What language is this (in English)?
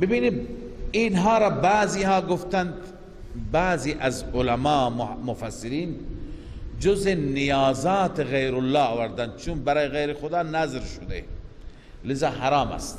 Persian